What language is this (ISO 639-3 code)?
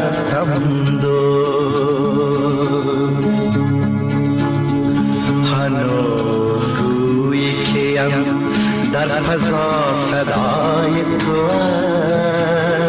fas